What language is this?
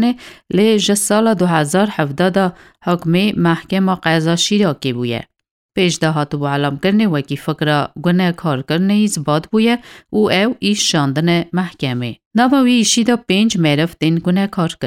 Kurdish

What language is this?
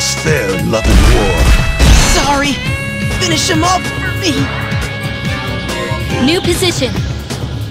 English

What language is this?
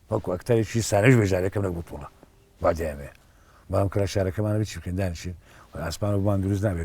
Central Kurdish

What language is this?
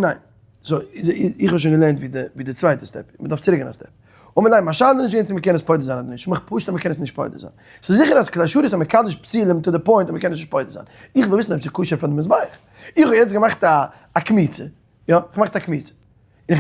Yiddish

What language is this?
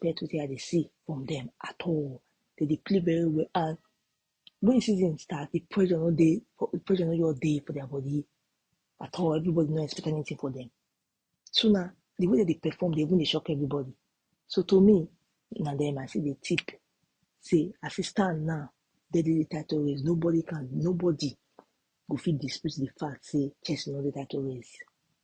Nigerian Pidgin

